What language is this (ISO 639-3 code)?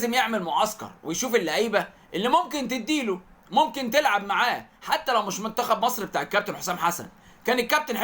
arz